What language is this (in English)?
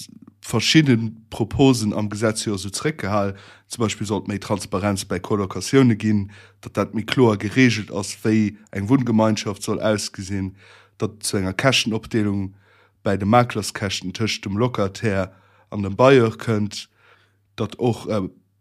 Luxembourgish